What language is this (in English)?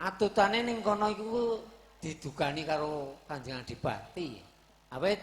Javanese